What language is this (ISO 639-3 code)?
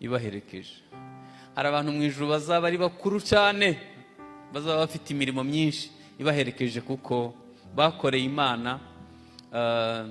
kin